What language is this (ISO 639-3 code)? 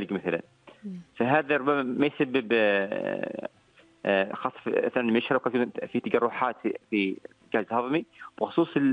ara